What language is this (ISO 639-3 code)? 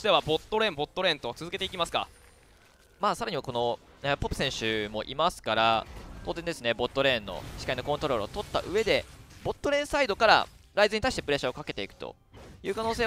jpn